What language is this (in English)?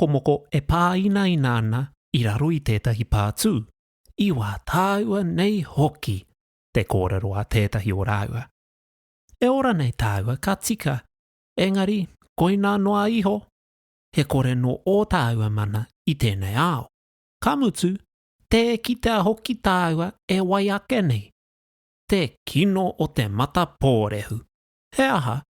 Māori